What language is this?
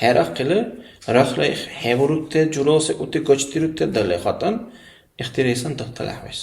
Dargwa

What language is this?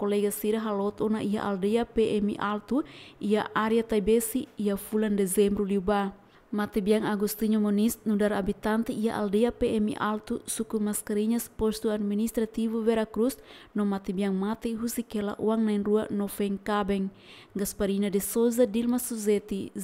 Tetum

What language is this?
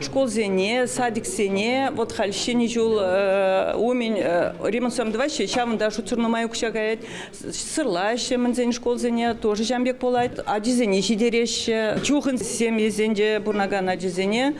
Chuvash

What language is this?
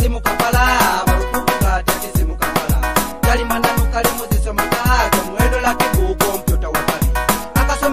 Nyoro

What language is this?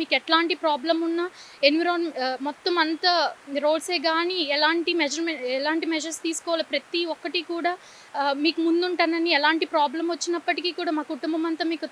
Telugu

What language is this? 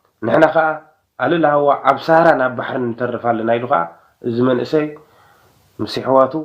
Tigrinya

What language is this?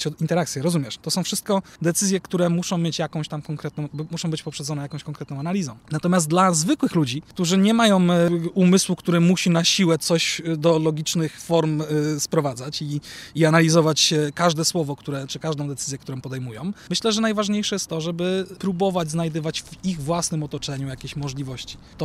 Polish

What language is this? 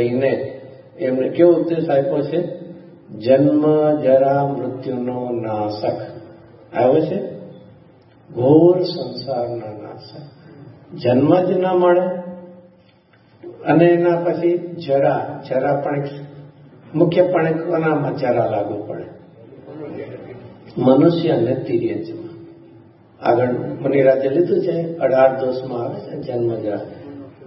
Gujarati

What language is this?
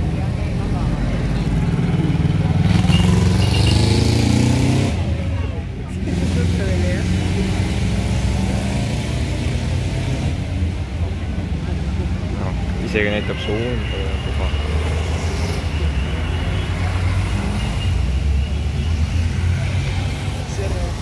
Estonian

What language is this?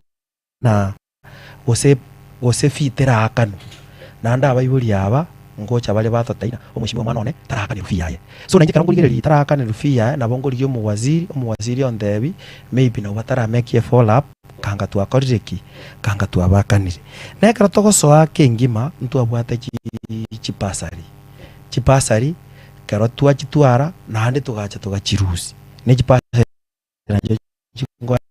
Gusii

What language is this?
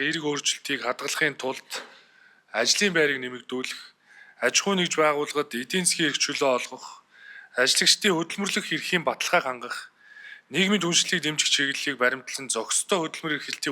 Mongolian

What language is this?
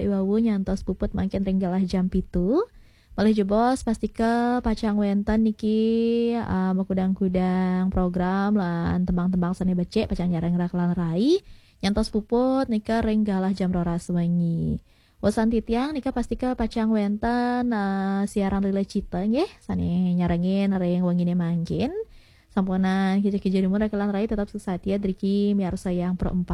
Balinese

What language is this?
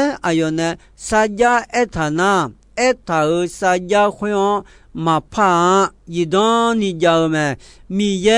Akha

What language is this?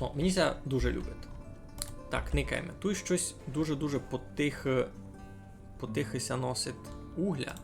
Rusyn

